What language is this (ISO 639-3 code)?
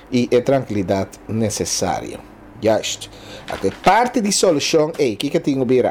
pap